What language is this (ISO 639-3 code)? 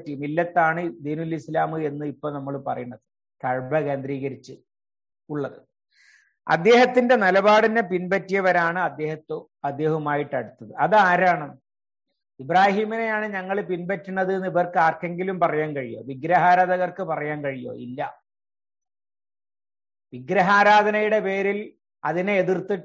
mal